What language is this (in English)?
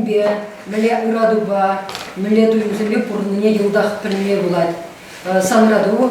Chuvash